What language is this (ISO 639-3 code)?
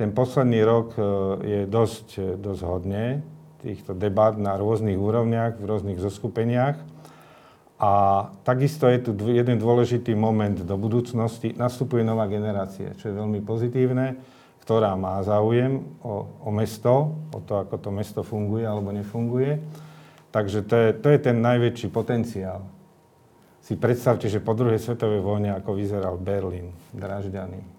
slk